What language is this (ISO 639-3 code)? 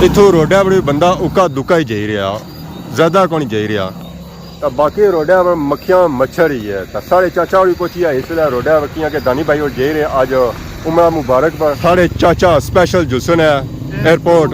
phr